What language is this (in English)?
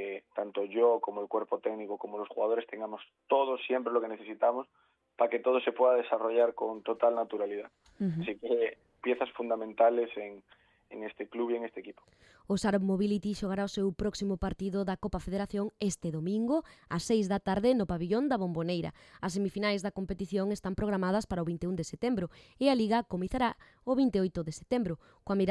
Galician